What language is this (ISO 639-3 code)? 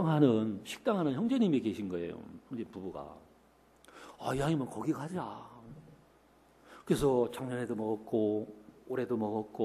kor